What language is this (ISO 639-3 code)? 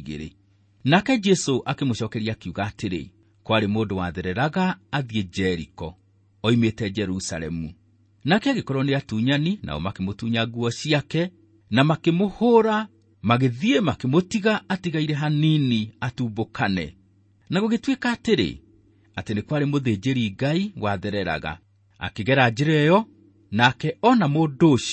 kik